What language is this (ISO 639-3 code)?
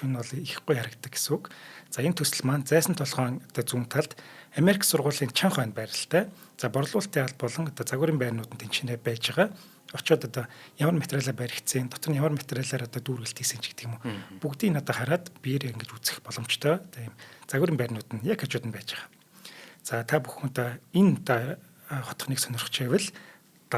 mon